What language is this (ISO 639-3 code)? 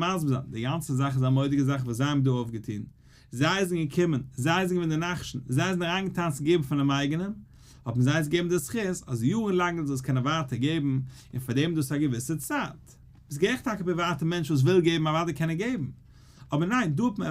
yid